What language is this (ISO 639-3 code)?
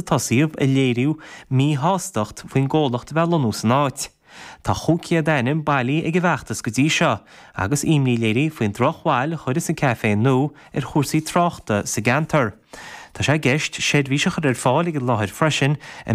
gle